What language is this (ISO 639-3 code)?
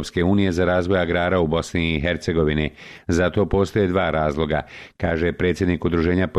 bos